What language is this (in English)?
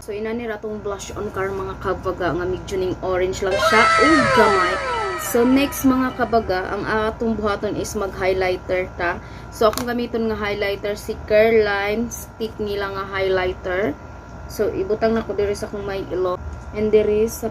Cebuano